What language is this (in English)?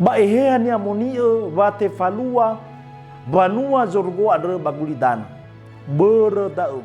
Nias